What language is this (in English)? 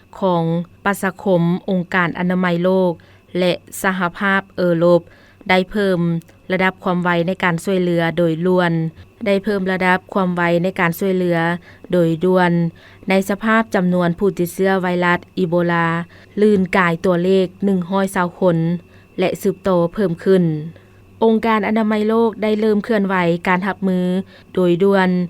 Lao